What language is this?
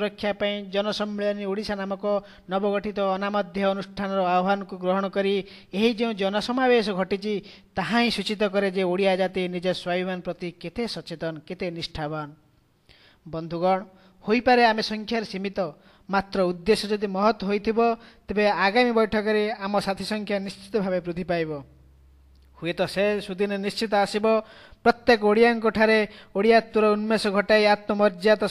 Odia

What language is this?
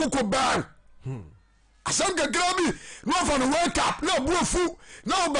Akan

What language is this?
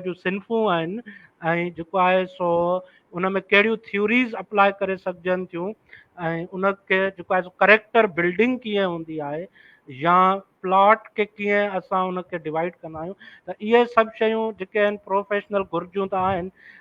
Sindhi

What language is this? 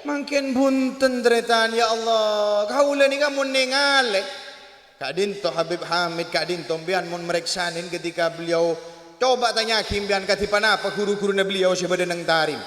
Madurese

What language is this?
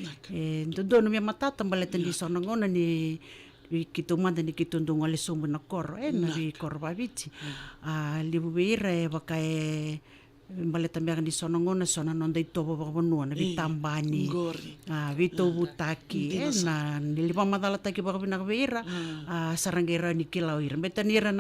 Fijian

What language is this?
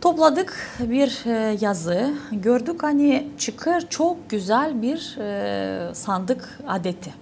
Gagauz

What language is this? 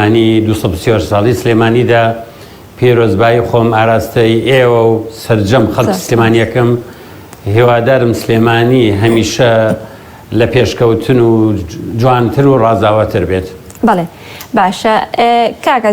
Central Kurdish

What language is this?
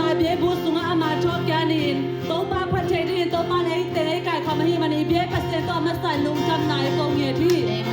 Tedim Chin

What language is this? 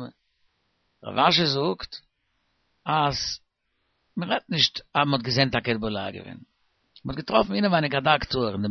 Yiddish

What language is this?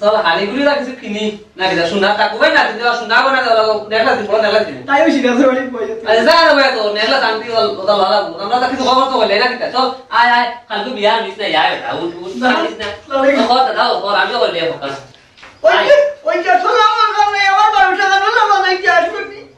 Sylheti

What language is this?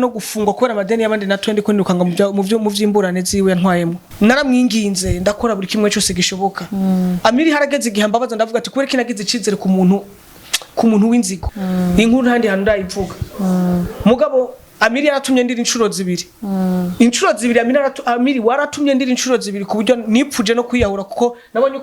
Rundi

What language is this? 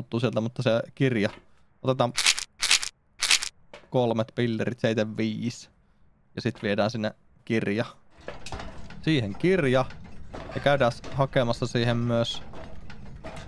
Finnish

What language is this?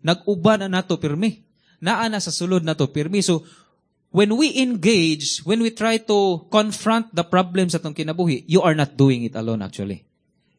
Cebuano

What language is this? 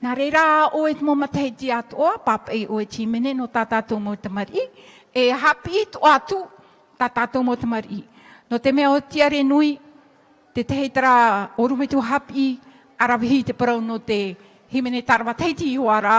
Tahitian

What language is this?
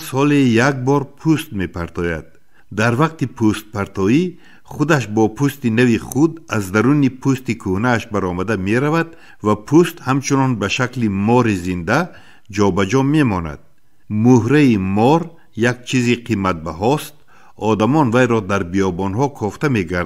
Tajik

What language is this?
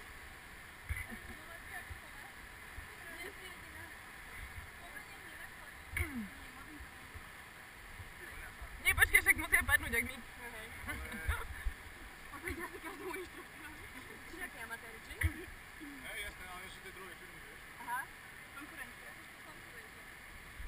Slovak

